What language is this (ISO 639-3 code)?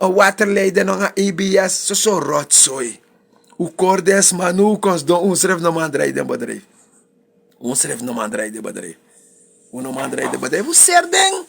srn